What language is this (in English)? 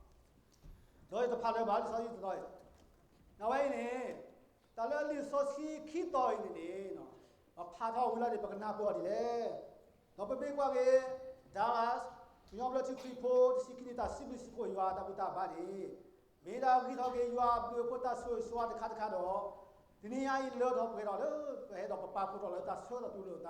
S'gaw Karen